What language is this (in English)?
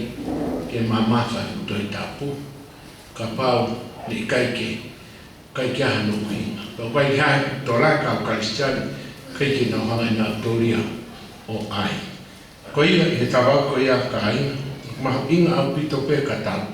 Tongan